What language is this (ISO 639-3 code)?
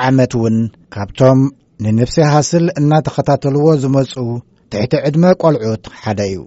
tir